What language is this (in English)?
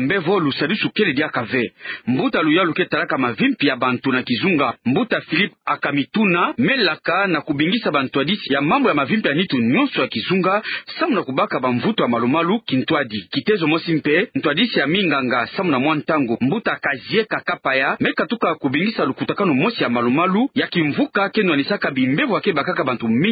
Kituba (Democratic Republic of Congo)